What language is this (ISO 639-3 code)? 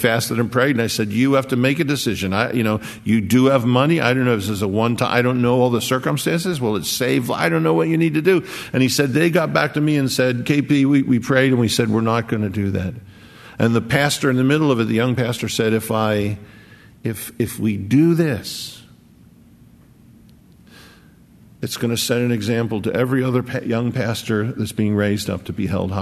eng